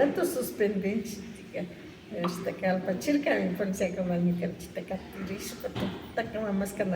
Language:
Imbabura Highland Quichua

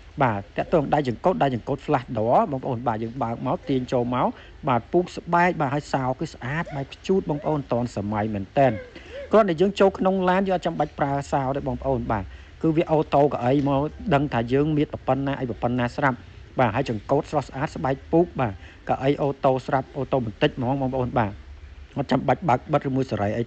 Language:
Khmer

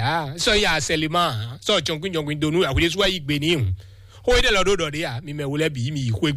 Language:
Fon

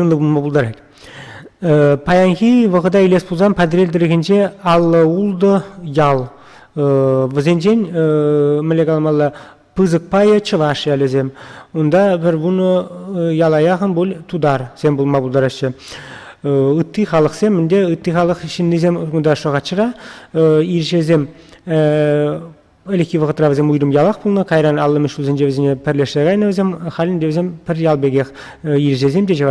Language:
Chuvash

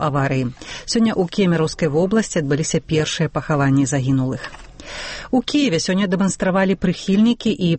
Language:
Belarusian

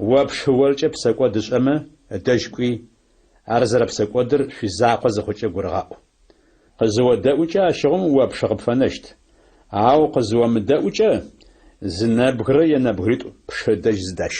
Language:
Adyghe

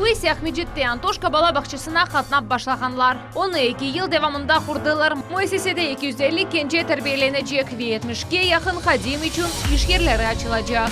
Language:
Crimean Tatar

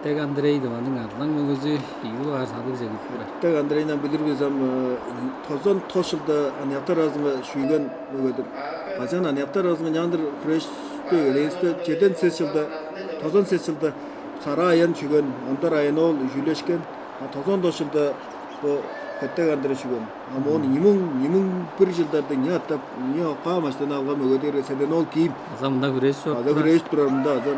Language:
Tuvinian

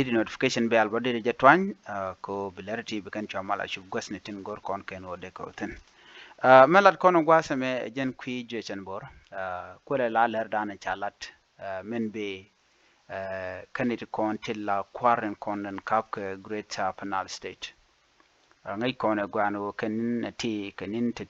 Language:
Nuer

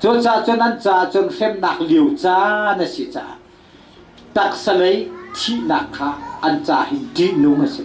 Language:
Hakha Chin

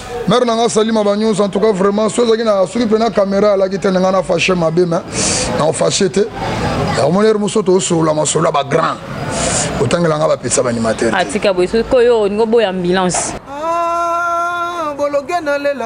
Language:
Lingala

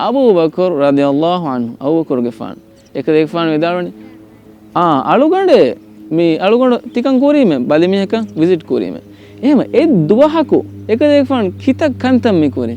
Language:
Divehi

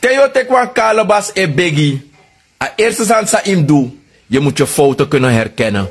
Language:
Sranan Tongo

